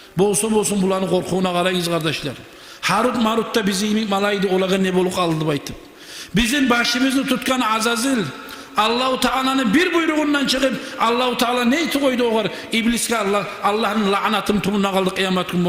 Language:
Kumyk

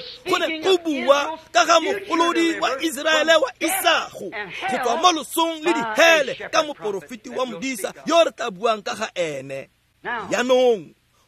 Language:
Tswana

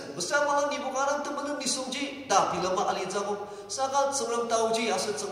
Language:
Ao Naga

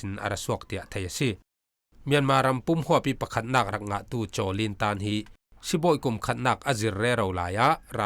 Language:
Falam Chin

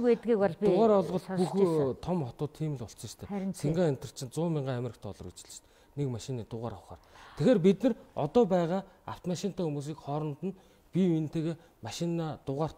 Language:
Mongolian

